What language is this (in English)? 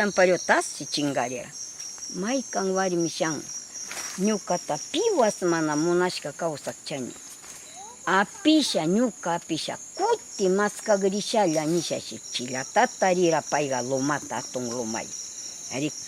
Northern Pastaza Quichua